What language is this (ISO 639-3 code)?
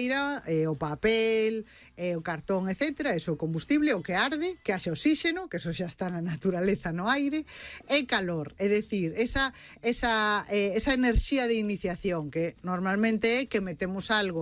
glg